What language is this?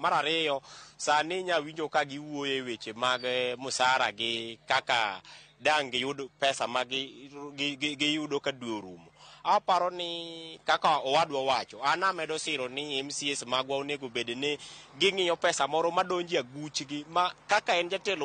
Luo (Kenya and Tanzania)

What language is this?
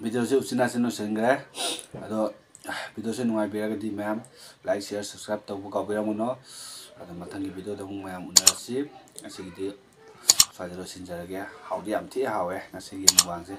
Manipuri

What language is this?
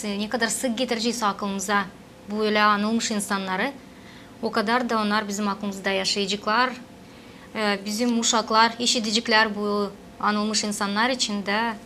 Gagauz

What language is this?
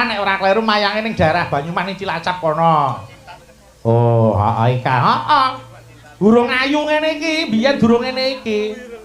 Javanese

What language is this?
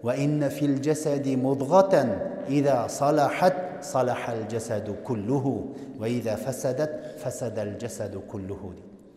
Kazakh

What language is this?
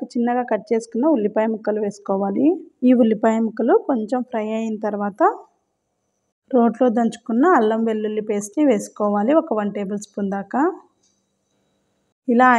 Telugu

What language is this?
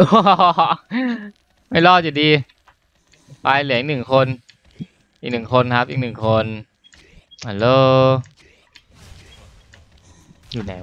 Thai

